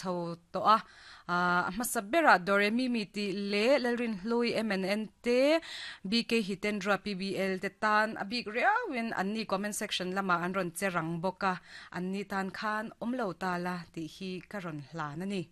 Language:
Mizo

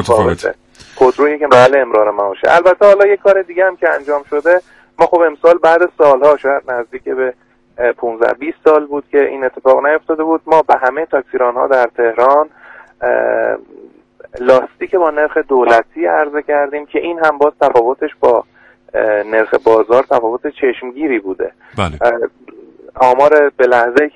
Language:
Persian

